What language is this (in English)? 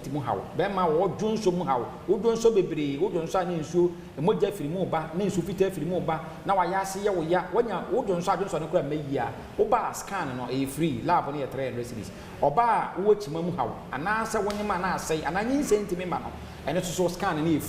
Akan